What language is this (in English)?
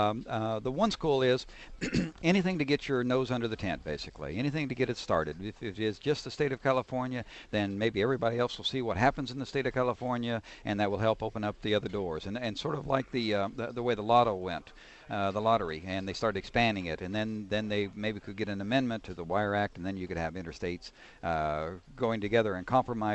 English